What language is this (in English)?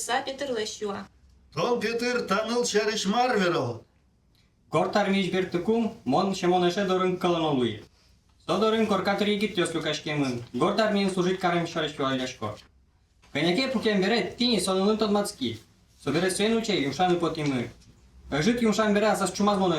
Udmurt